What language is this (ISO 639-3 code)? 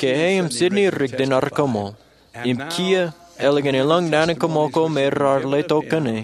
mah